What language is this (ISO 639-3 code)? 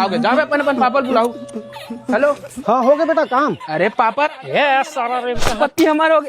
hne